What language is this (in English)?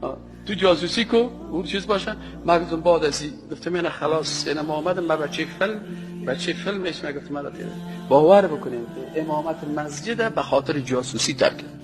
Persian